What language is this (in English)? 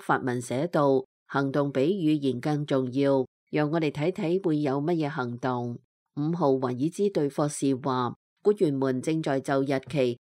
Cantonese